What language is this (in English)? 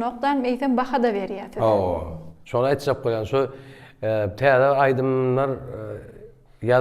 Turkmen